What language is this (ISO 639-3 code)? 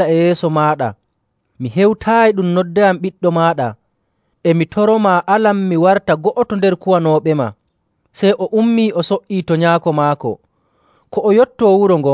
fuv